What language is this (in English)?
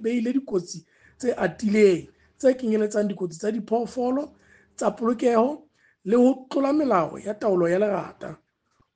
Southern Sotho